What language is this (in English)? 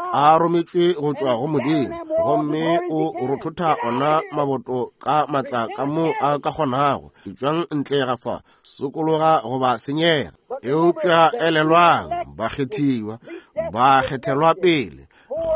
Northern Sotho